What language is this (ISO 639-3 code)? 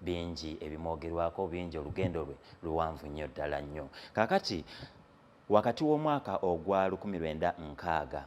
lug